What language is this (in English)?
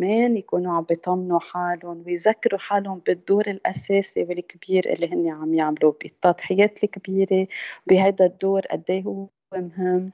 North Levantine Arabic